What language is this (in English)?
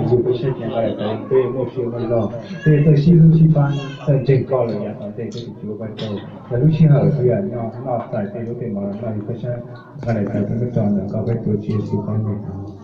Hmong